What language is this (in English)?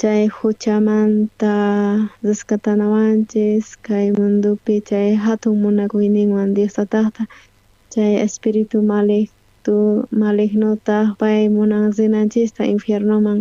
South Bolivian Quechua